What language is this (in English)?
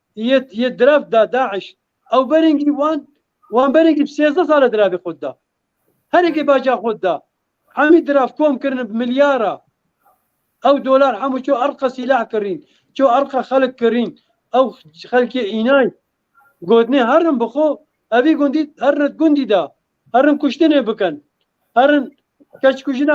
Kurdish